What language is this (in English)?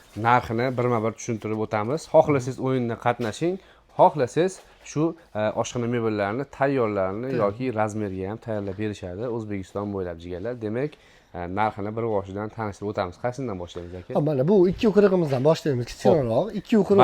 Uzbek